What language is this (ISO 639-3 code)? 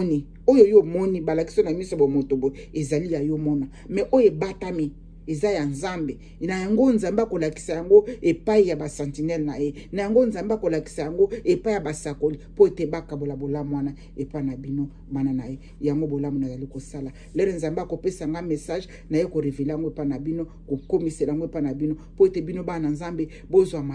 lin